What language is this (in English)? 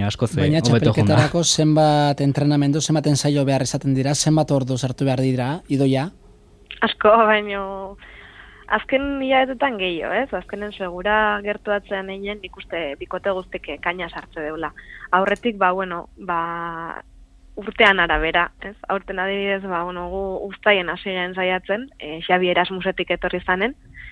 Basque